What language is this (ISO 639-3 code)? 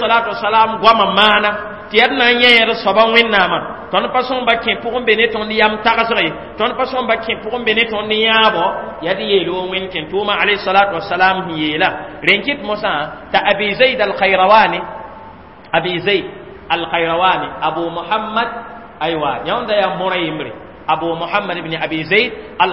mos